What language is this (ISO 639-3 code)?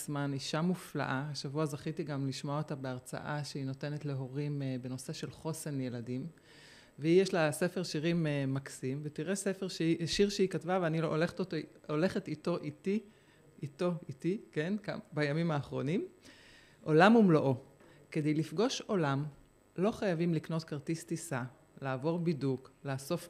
heb